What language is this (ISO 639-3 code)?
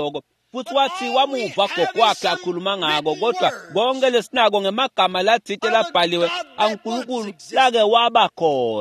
ssw